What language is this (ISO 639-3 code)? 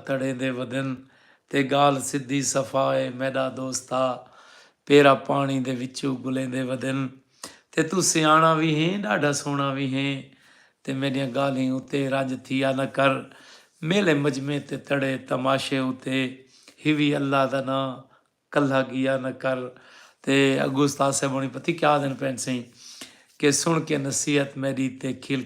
skr